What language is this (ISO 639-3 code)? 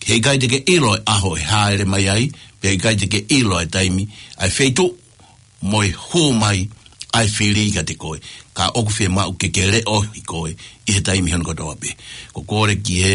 ton